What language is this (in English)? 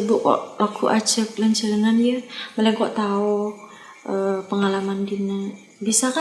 Madurese